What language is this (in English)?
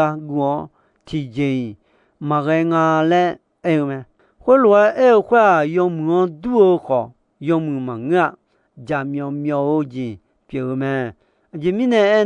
Akha